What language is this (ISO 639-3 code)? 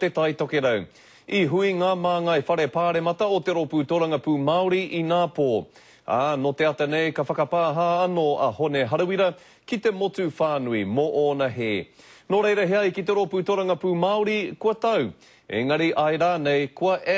mri